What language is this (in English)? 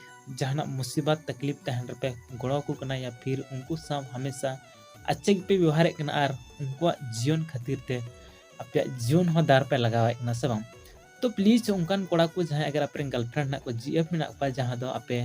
Santali